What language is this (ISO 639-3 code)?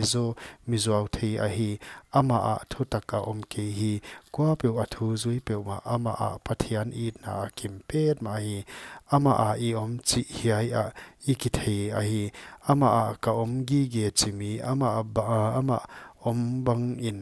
pck